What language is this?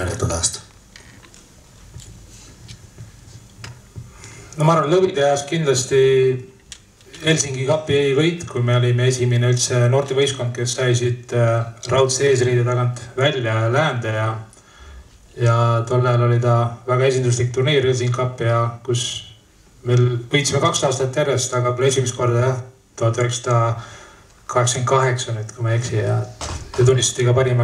Estonian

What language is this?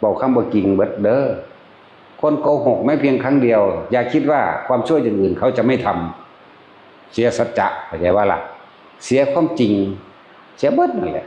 Northeastern Thai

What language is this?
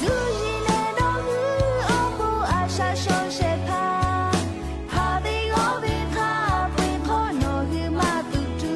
Lahu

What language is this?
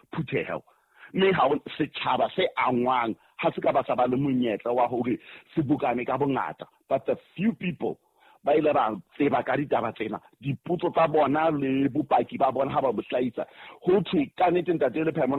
Southern Sotho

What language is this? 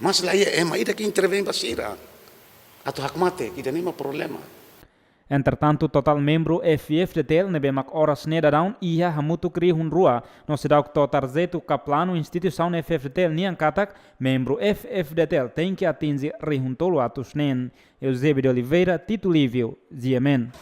Tetum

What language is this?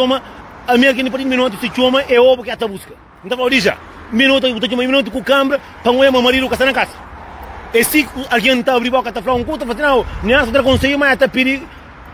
Kabuverdianu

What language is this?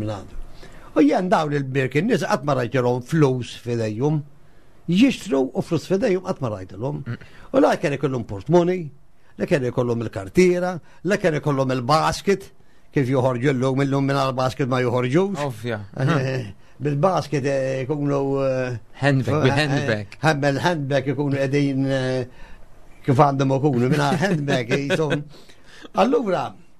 Maltese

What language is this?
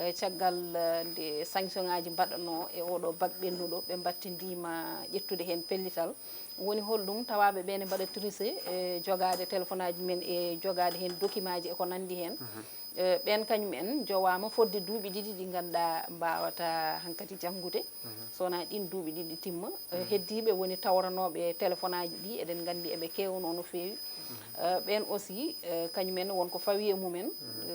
Fula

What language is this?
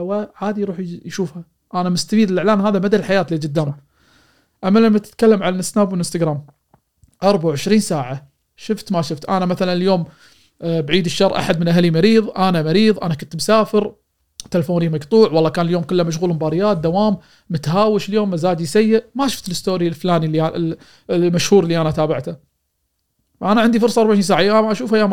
Gulf Arabic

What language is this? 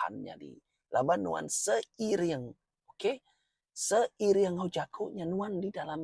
Iban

